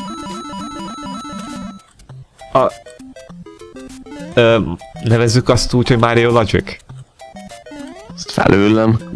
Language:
Hungarian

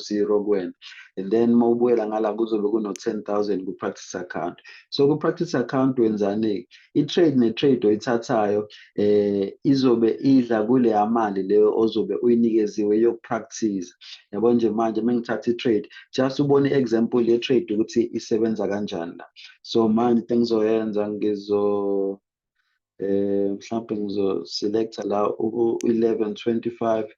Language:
Zulu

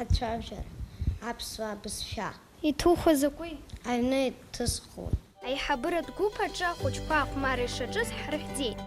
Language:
Abkhazian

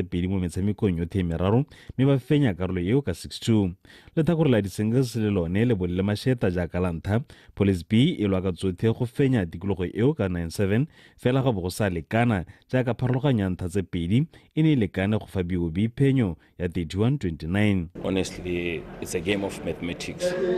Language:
Tswana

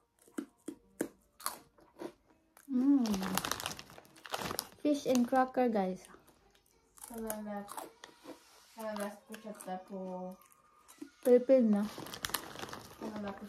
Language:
Filipino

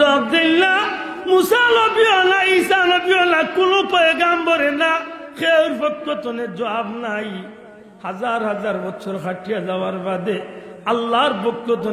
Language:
Sylheti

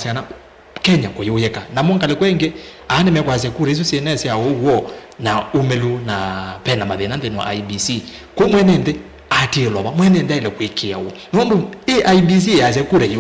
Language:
Kamba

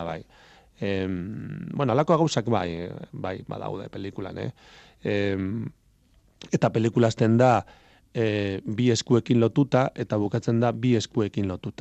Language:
Basque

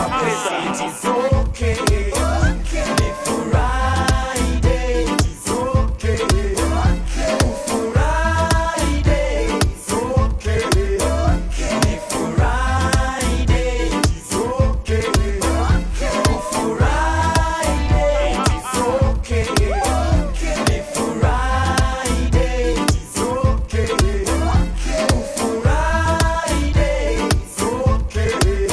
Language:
Swahili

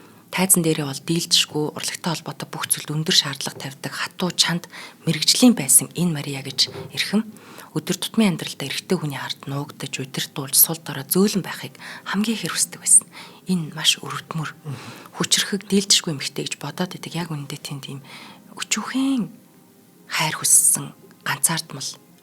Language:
Mongolian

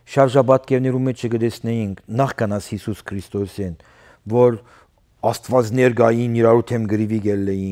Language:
Western Armenian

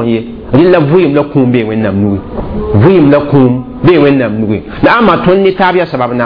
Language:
Mossi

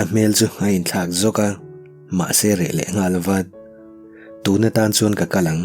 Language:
Mizo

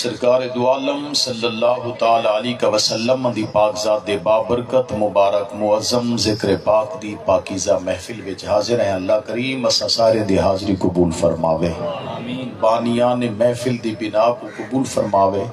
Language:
Saraiki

